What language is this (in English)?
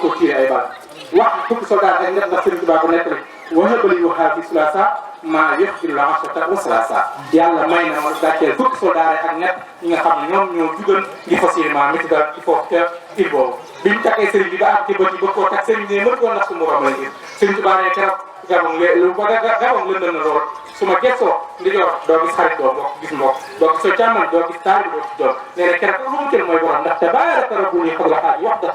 Wolof